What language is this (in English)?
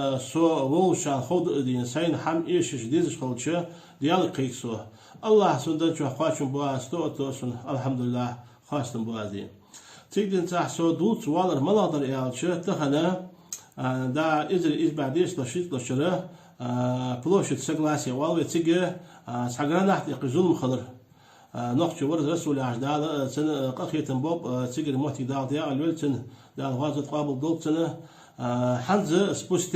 Ingush